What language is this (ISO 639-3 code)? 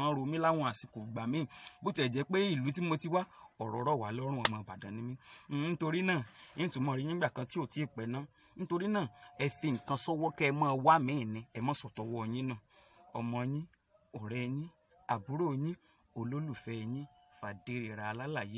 yor